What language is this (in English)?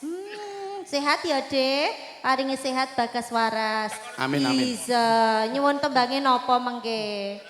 Javanese